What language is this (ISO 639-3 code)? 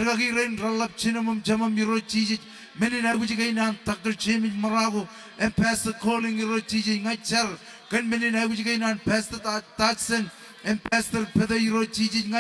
mah